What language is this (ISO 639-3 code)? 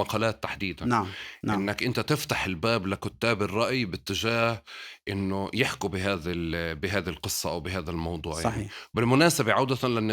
apc